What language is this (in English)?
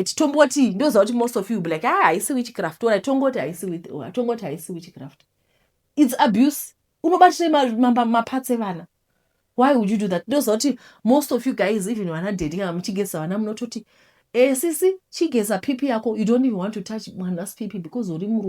Shona